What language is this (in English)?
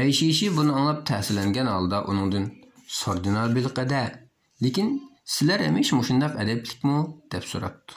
Uyghur